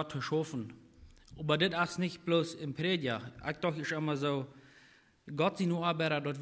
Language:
Plautdietsch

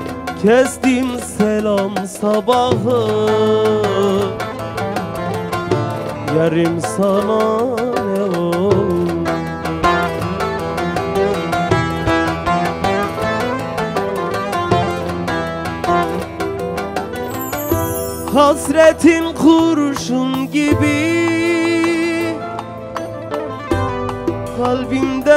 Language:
Turkish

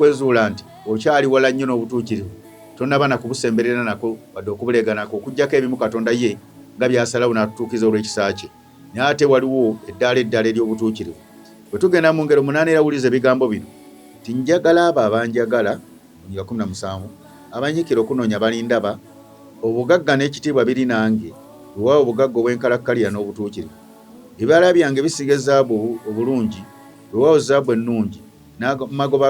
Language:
Ganda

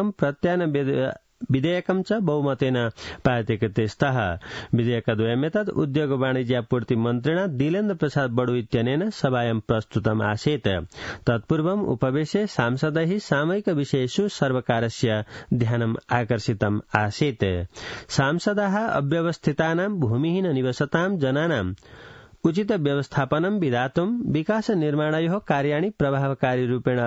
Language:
Sanskrit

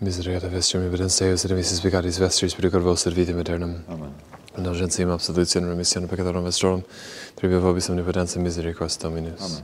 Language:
Latin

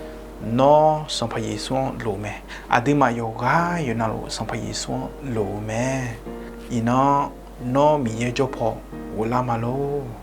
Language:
Akha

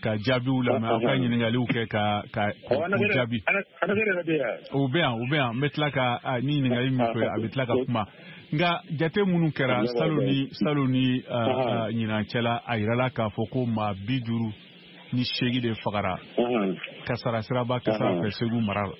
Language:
Bambara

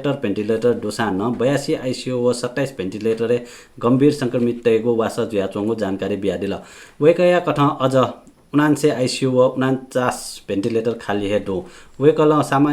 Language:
Newari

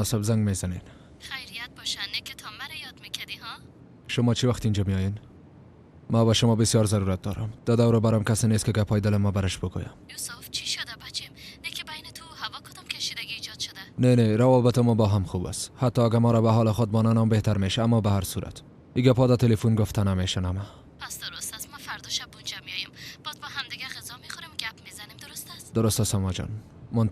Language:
Persian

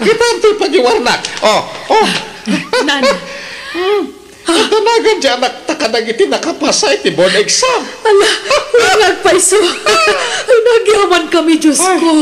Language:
Iloko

